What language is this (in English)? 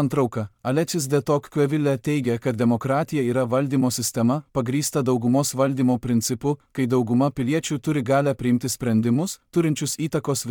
Lithuanian